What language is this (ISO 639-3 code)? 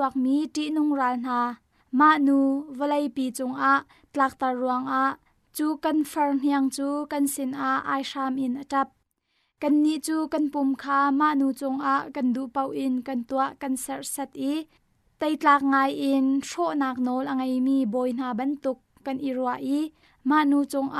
cnh